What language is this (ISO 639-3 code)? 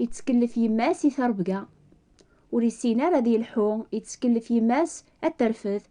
kab